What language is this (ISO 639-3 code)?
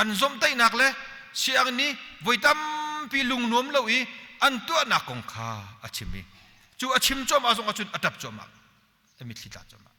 cnh